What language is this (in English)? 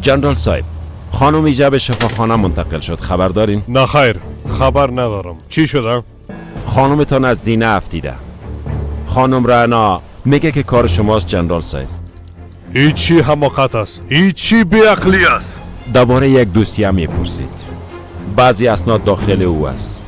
Persian